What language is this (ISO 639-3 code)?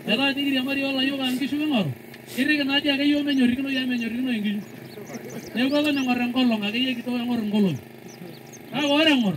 mas